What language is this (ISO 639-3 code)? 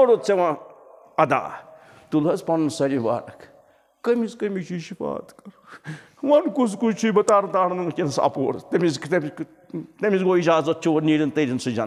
kas